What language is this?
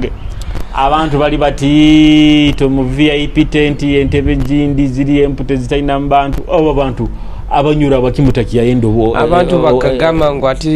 Nyoro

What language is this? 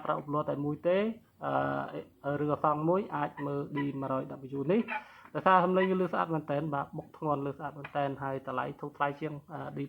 Khmer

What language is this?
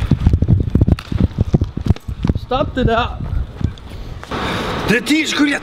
Danish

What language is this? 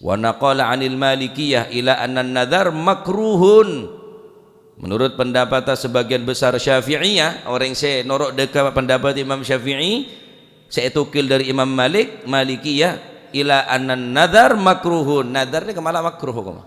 Madurese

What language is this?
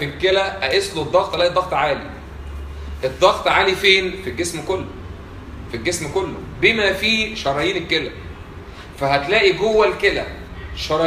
Egyptian Arabic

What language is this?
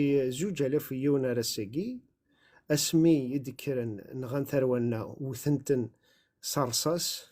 Kabyle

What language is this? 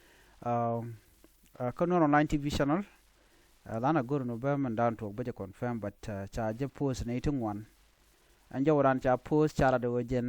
Nuer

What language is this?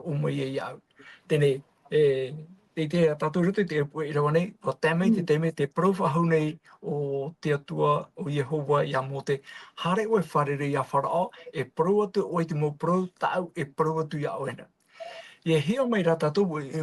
Tahitian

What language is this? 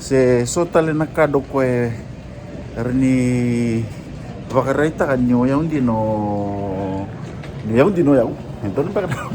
Fijian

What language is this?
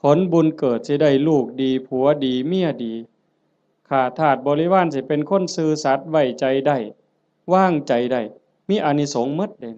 Lao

